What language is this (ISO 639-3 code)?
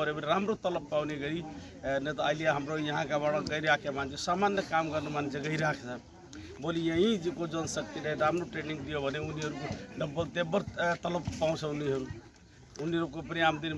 nep